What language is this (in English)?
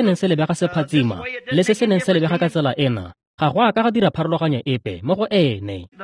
Tswana